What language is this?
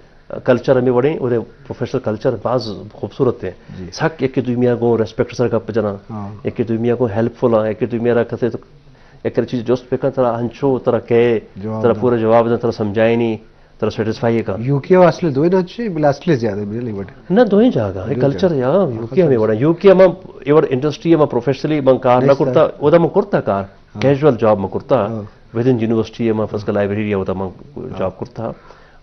Baluchi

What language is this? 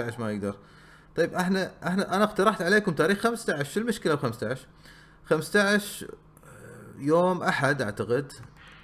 Gulf Arabic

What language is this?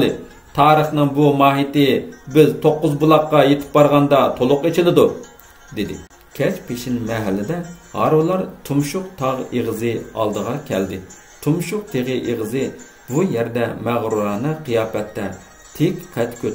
Uyghur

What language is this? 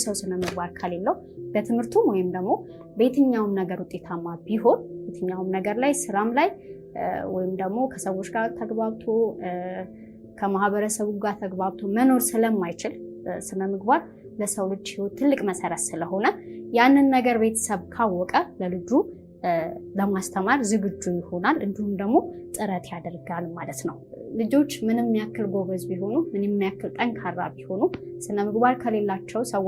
Amharic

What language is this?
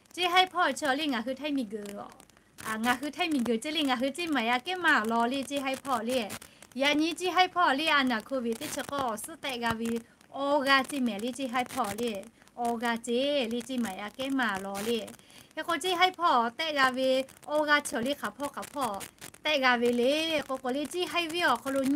Lahu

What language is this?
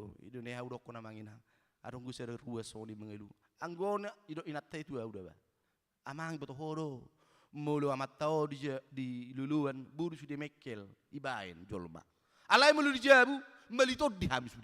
Batak Toba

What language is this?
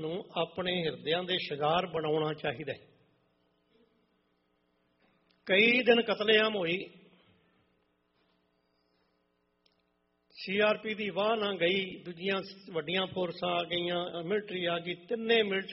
Punjabi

